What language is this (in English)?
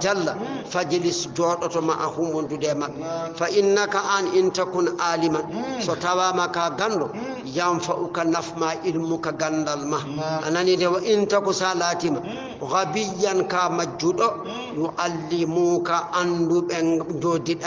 Fula